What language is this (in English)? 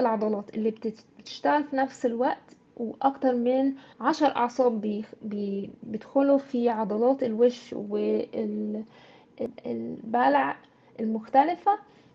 Egyptian Arabic